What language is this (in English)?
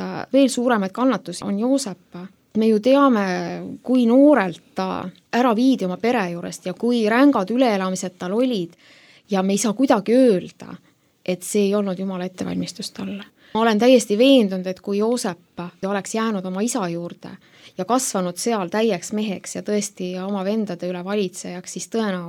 Estonian